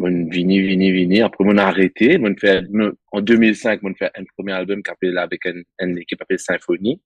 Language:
Morisyen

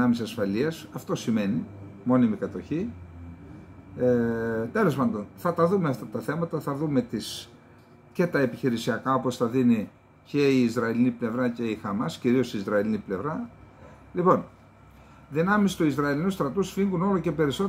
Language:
Greek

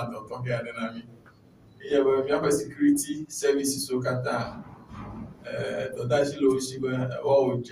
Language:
Ewe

